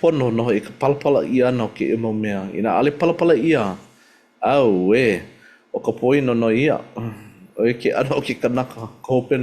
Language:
Hawaiian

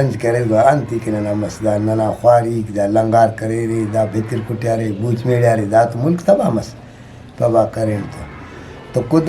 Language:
Brahui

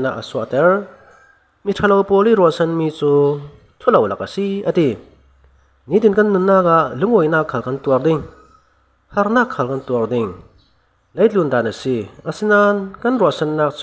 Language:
Falam Chin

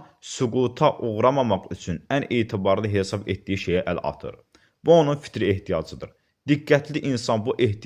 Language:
Azerbaijani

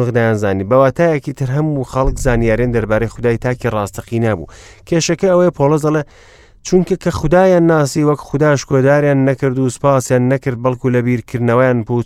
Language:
Central Kurdish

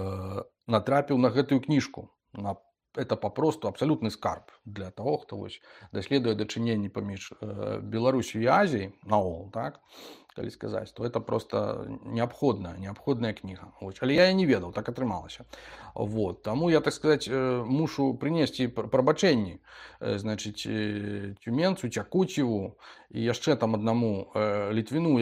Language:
Belarusian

